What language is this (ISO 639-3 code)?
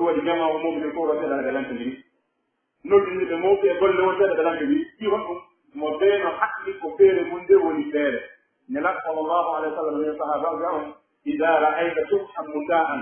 fuf